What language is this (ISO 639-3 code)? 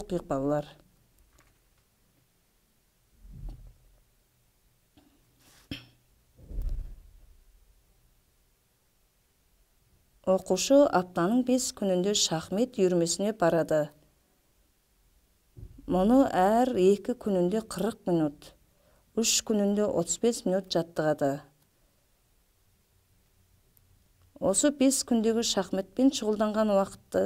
kaz